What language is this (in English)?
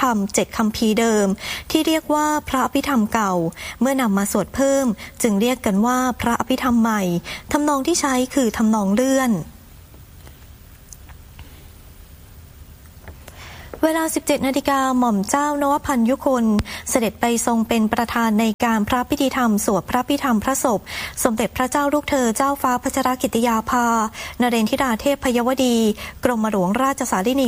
Thai